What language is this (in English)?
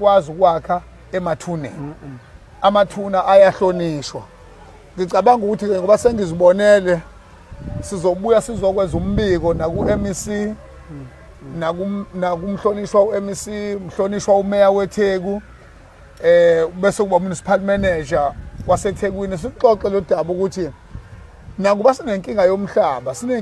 Zulu